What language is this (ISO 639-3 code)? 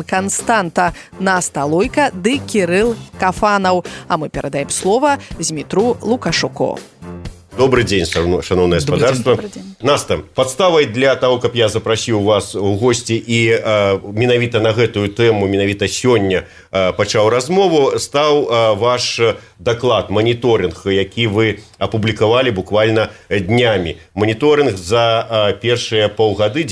bel